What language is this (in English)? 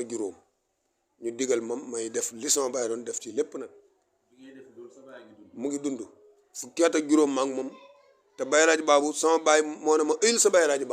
Wolof